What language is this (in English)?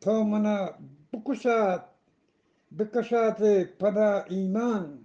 Eastern Balochi